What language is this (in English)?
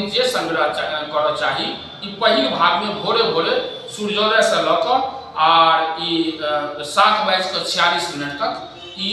Maithili